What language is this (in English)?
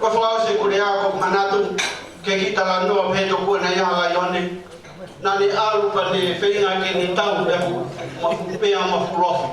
Tongan